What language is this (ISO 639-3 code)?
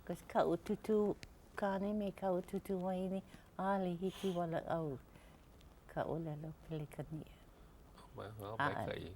haw